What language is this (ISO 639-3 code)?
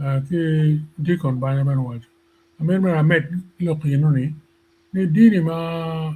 ach